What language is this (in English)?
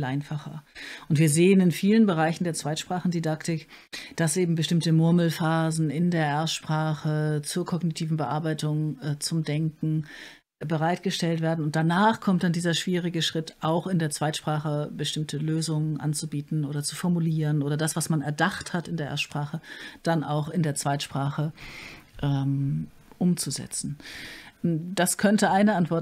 German